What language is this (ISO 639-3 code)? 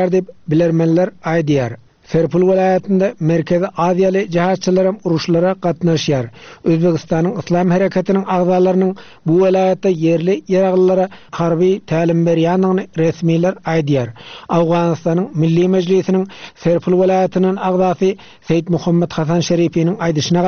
tuk